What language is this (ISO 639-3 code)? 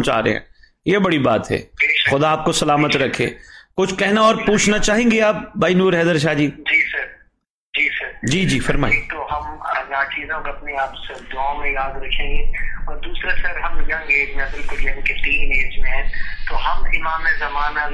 urd